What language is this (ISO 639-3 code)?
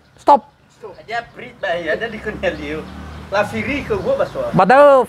nia